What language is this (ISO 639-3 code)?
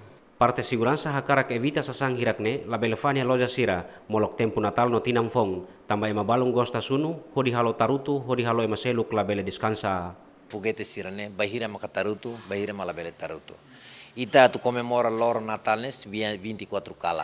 tet